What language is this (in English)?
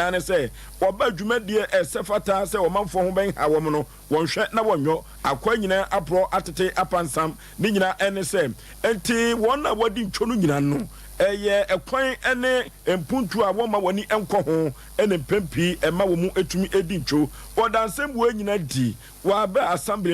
Akan